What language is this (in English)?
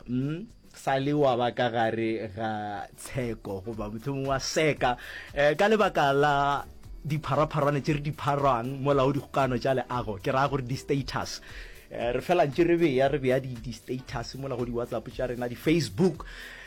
Northern Sotho